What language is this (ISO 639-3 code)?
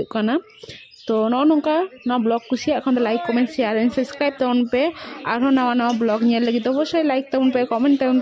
sat